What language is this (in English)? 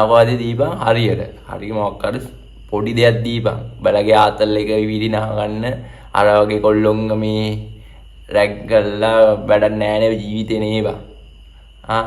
Sinhala